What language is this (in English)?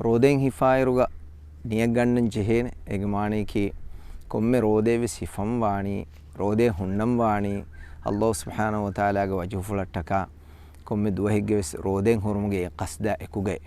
Divehi